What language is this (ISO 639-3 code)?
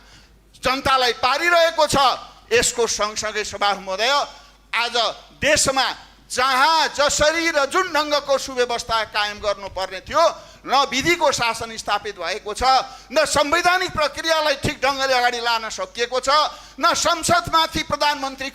nep